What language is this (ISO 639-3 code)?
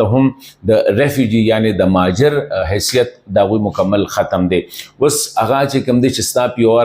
pus